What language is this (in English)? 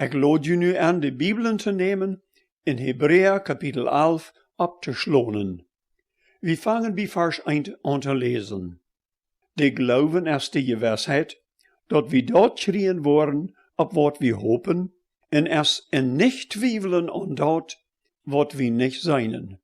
Plautdietsch